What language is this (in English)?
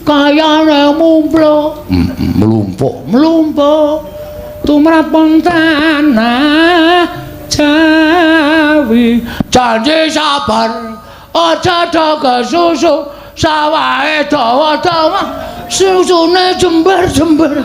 Javanese